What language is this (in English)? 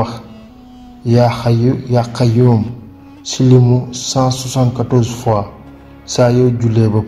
Wolof